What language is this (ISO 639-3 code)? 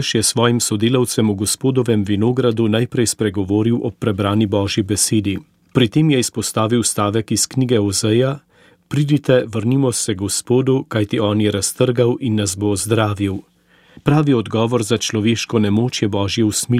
slv